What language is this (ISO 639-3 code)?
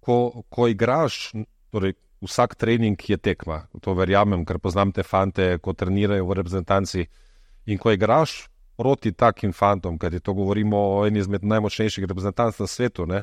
slv